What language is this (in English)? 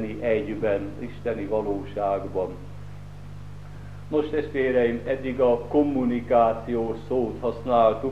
Hungarian